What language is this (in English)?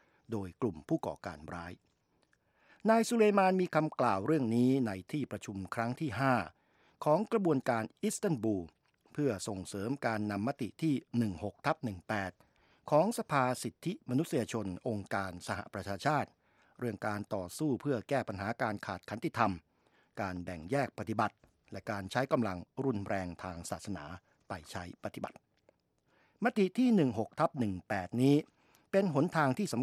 Thai